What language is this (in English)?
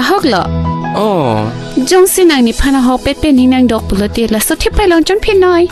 Karbi